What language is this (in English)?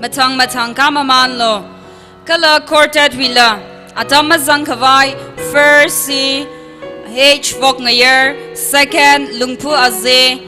Tangkhul Naga (India)